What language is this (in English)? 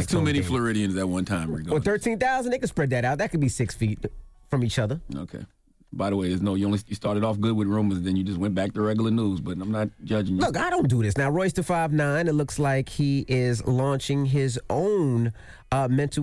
English